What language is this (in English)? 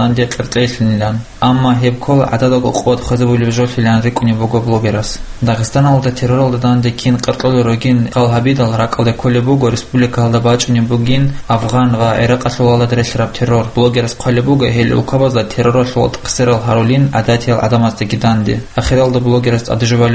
Avaric